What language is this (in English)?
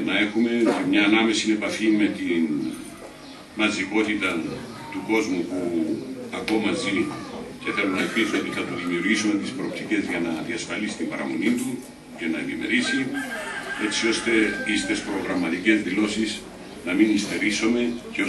Greek